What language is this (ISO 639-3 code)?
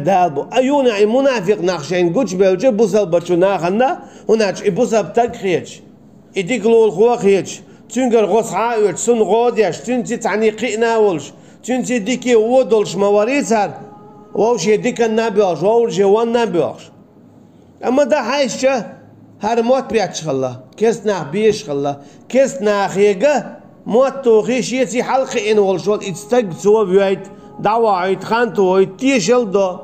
che